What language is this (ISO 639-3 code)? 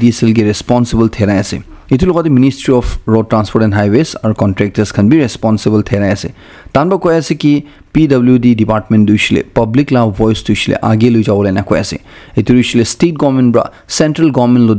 nag